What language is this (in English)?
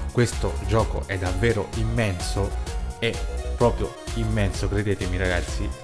Italian